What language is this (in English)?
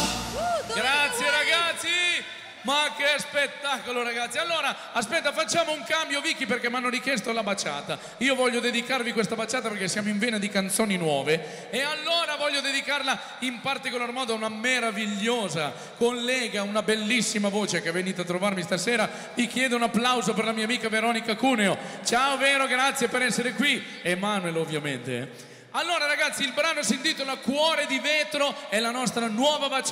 Italian